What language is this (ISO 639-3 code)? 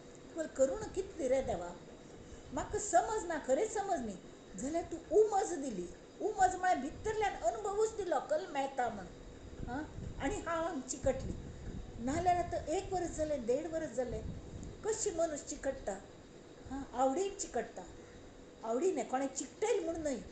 kok